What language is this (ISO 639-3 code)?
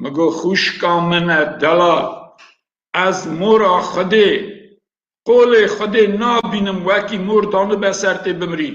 kur